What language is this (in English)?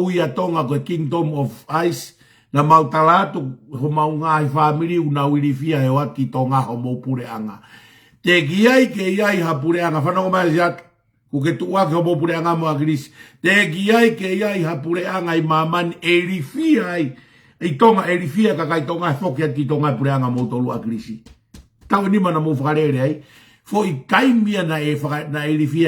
Tongan